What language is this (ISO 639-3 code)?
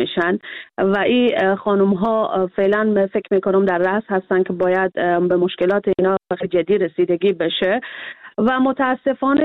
fas